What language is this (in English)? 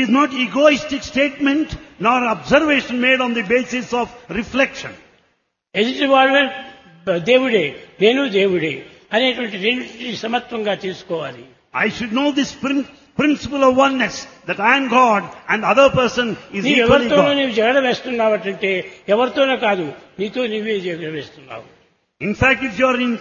Telugu